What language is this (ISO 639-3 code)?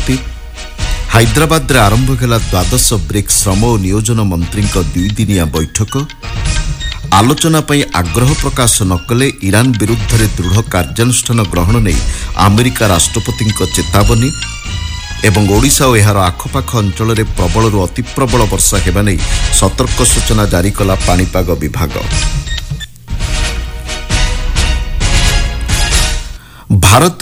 ori